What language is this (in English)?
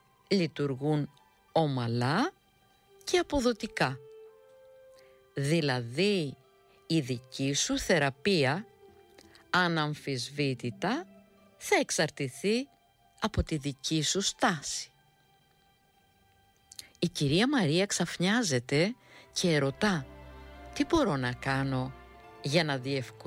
Greek